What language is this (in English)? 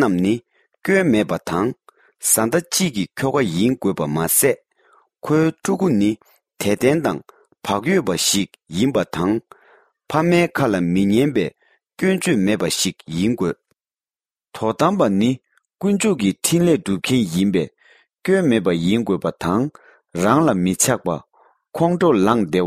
Tibetan